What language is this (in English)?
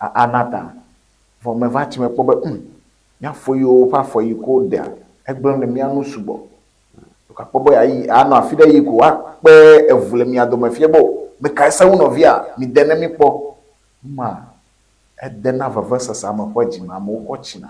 Ewe